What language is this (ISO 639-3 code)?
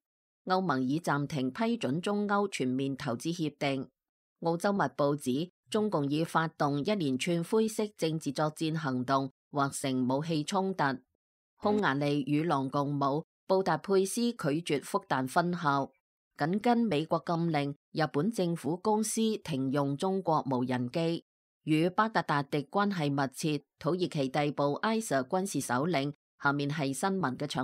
yue